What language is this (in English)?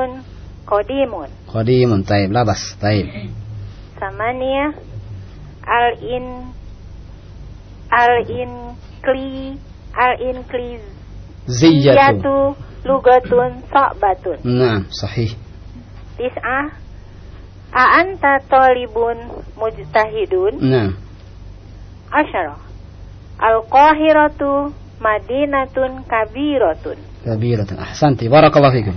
Indonesian